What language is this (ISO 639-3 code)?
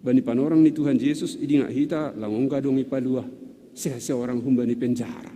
bts